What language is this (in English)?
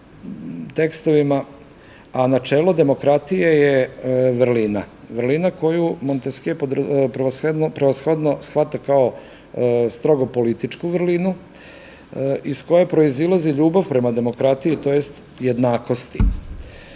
Serbian